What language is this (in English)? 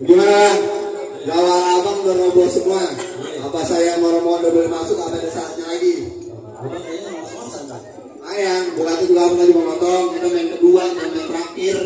Betawi